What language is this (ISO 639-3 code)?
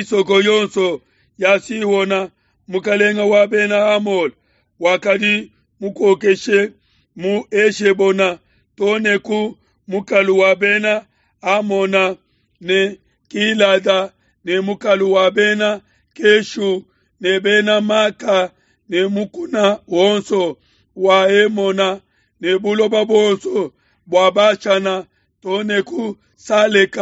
lua